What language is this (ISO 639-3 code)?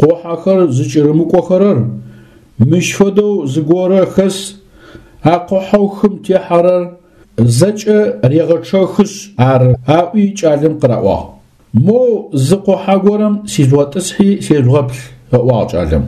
ady